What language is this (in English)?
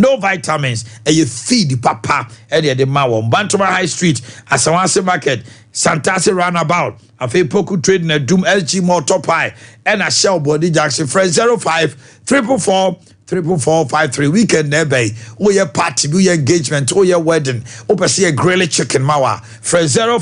Akan